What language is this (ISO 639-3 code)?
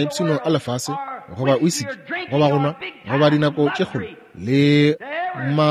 nso